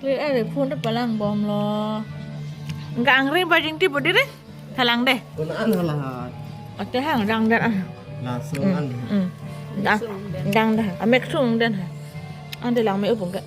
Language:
Karbi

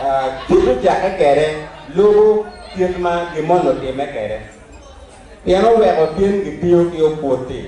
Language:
Acoli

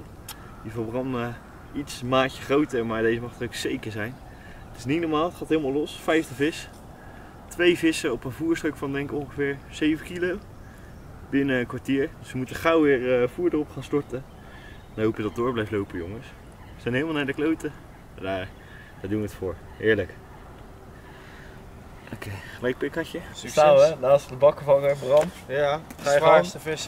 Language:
Dutch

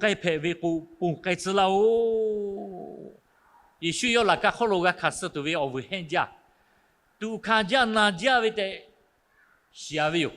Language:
Lahu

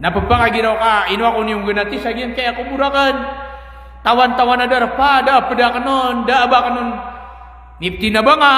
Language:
Maranao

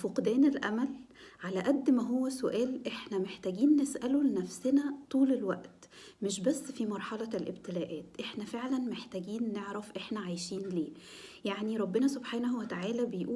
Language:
Egyptian Arabic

